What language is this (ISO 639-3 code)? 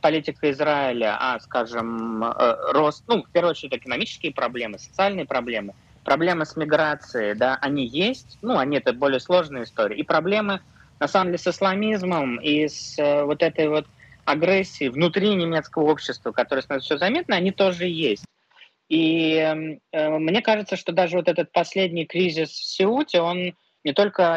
rus